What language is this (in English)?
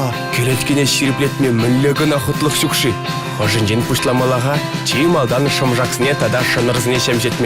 Chuvash